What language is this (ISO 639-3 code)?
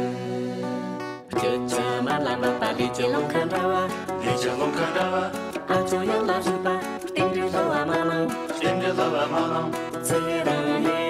bod